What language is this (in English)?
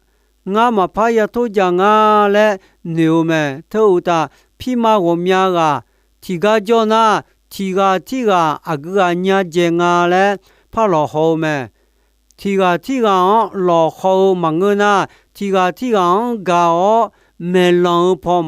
Akha